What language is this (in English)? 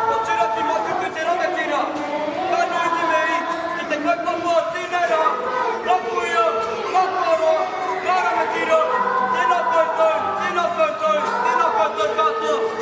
Māori